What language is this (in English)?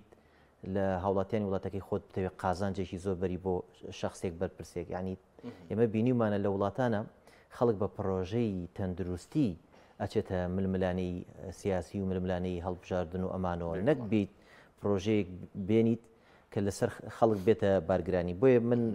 Central Kurdish